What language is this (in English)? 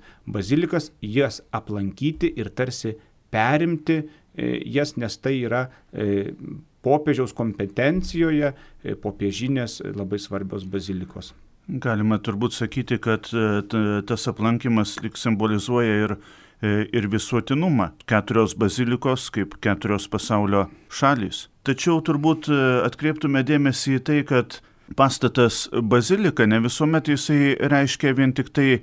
Lithuanian